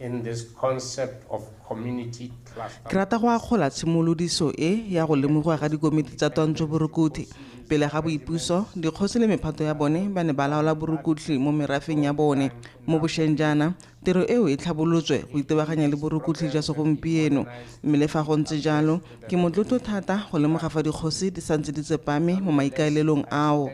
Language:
Tswana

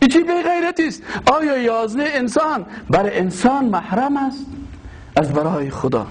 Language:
Persian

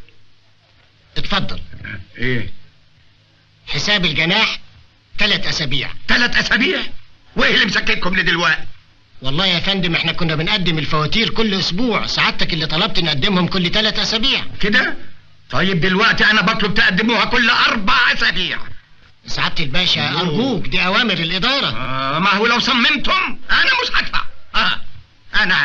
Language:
Egyptian Arabic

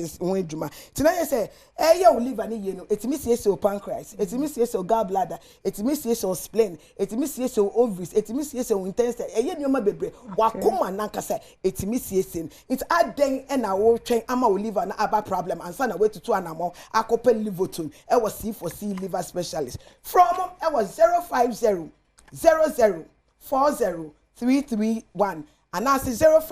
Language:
Akan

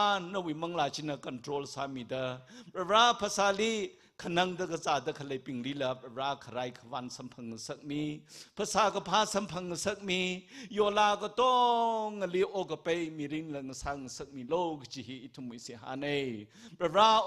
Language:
Tangkhul Naga (India)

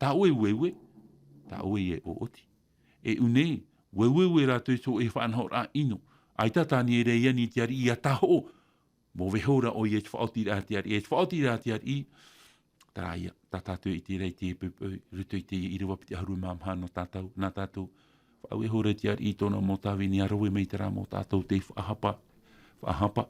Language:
Tahitian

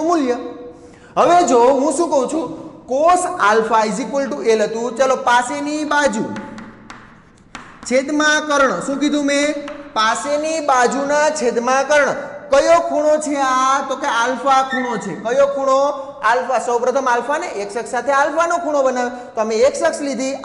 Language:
Gujarati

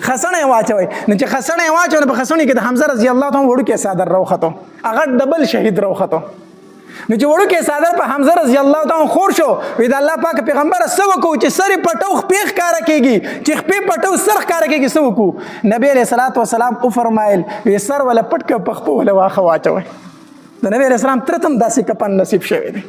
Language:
Pashto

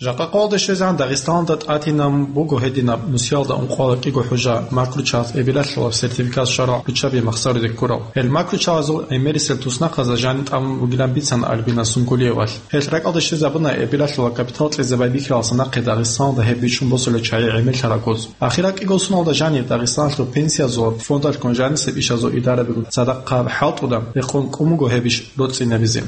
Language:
Avaric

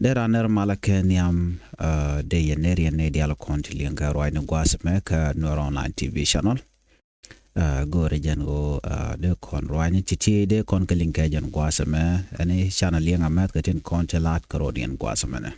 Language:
Nuer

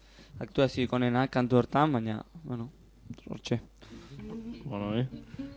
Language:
Basque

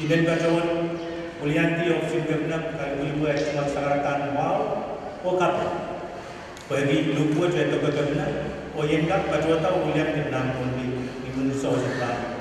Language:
Pohnpeian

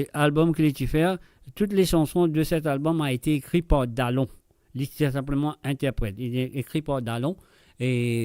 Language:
Morisyen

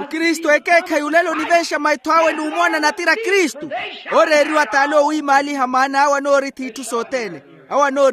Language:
Makhuwa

